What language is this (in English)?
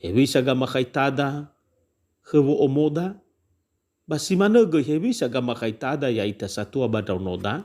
Nias